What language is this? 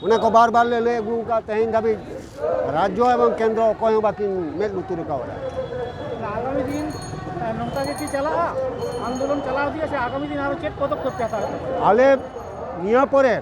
Santali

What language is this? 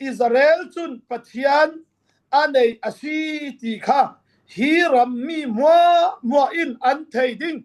Falam Chin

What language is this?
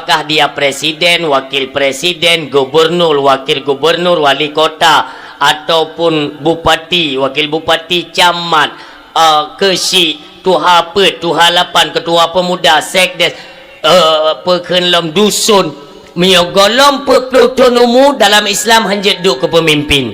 Achinese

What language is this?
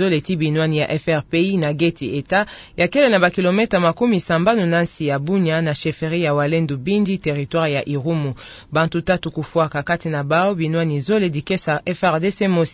Kituba (Democratic Republic of Congo)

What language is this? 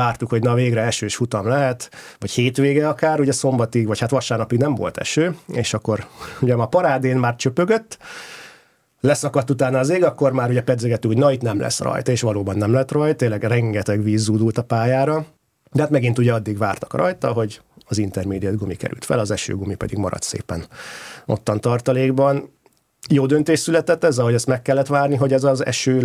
Hungarian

